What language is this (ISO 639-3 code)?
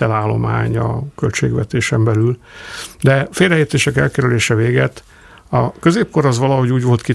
hun